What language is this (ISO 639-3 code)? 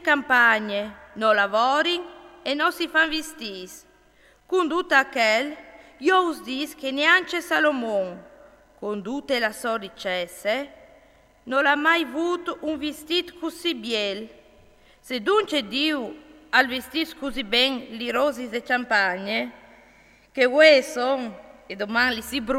fur